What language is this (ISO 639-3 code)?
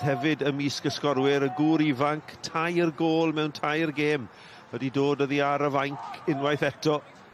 cym